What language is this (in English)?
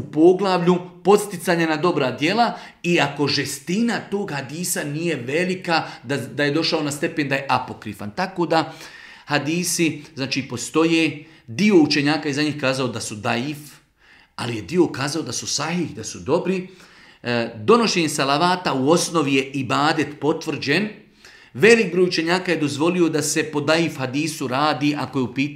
Bosnian